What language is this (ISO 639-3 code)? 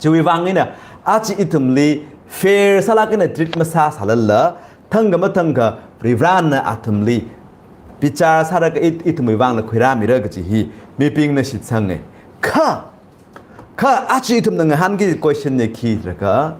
nmf